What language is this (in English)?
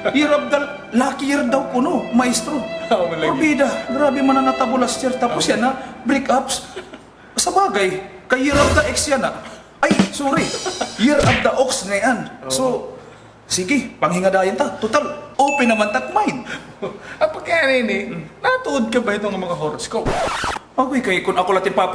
Waray